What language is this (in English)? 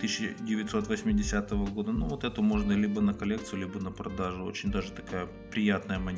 Russian